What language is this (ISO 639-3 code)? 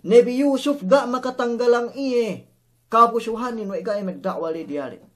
yka